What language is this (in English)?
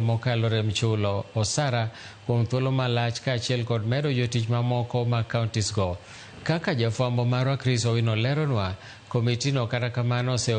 Luo (Kenya and Tanzania)